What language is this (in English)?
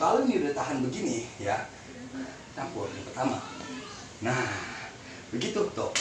Betawi